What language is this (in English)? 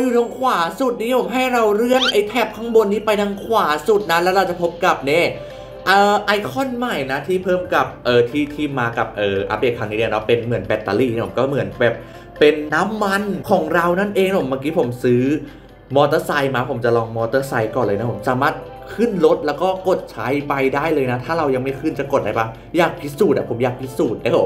Thai